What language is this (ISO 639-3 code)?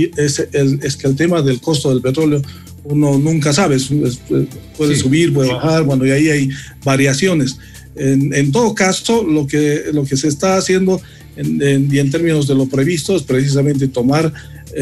spa